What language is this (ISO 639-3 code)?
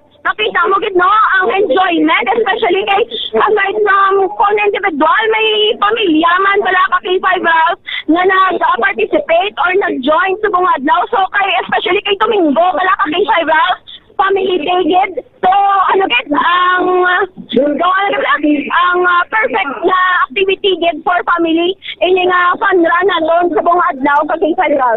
hil